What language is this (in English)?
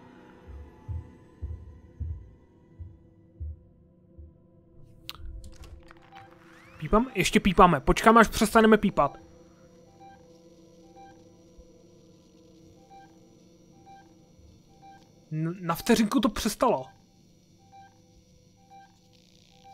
Czech